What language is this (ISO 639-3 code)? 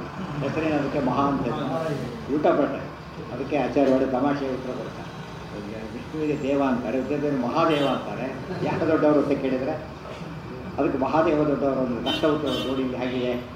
kan